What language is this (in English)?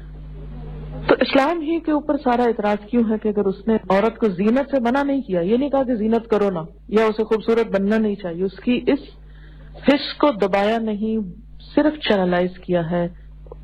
Urdu